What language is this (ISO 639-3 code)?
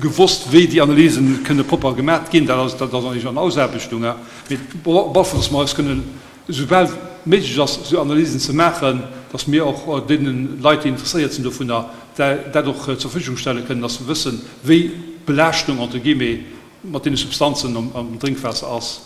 ltz